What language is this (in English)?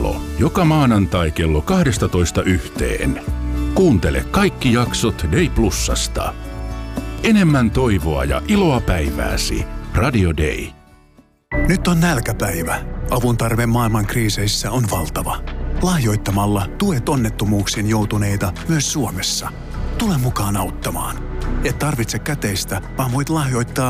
Finnish